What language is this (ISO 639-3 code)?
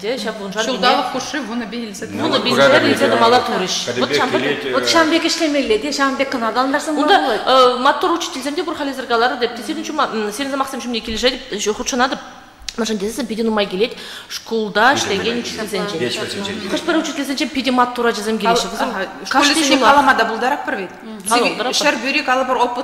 chv